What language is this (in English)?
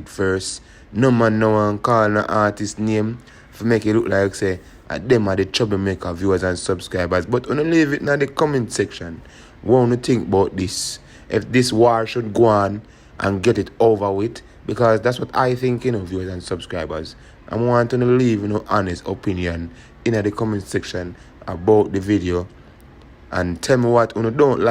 Jamaican Creole English